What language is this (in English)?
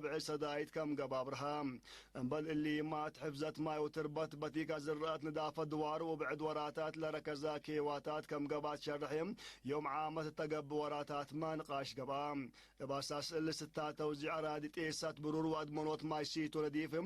Tigre